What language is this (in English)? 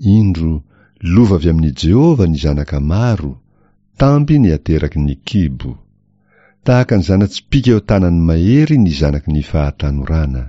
Malagasy